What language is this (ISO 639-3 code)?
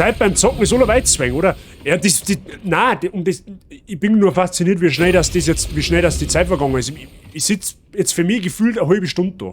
bar